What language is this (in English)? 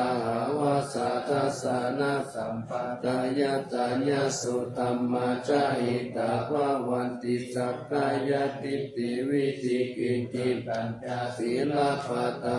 Pali